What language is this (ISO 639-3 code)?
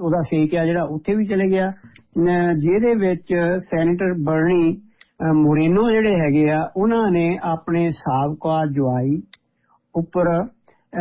pan